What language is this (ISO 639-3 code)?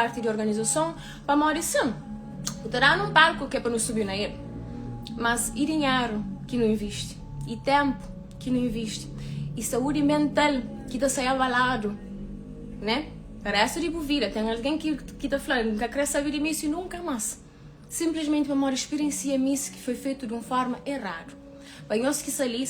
kea